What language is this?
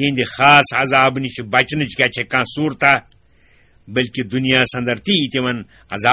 Kashmiri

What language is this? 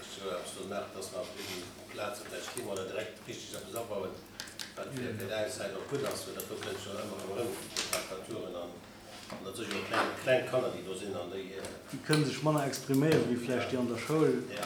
Luxembourgish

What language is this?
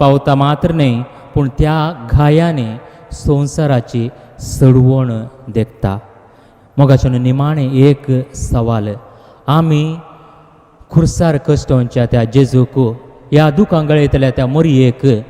Konkani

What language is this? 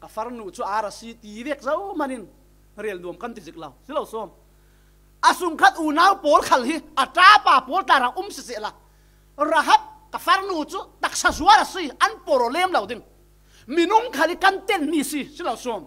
Falam Chin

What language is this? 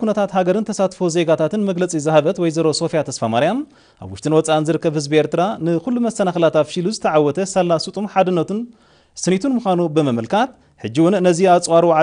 Tigrinya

